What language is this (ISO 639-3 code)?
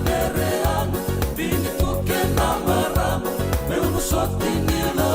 fij